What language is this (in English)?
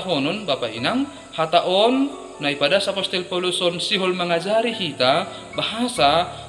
Batak Simalungun